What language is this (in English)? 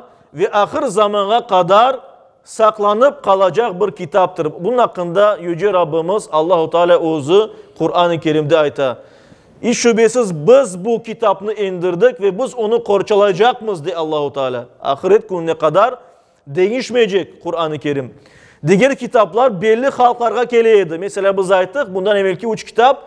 Crimean Tatar